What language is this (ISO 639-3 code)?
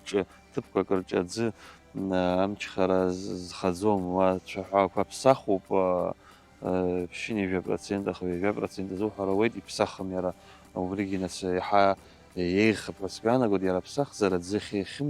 abk